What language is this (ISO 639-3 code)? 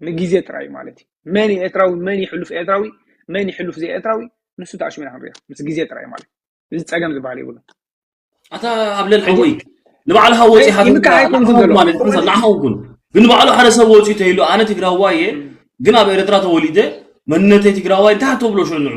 tir